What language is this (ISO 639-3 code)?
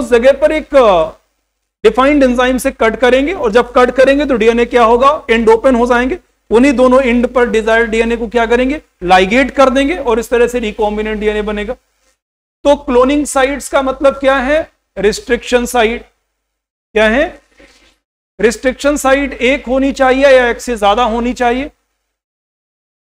hin